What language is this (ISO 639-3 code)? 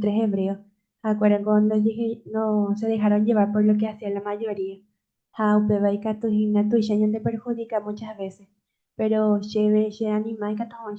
grn